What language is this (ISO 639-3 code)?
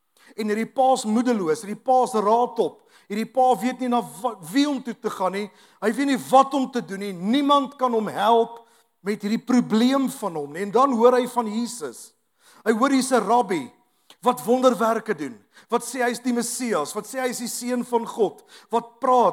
afr